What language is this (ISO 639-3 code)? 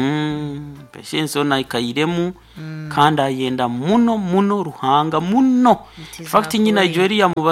nyo